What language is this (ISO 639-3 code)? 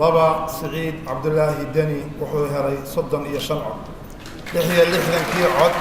som